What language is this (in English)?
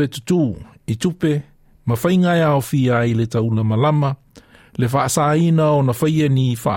Samoan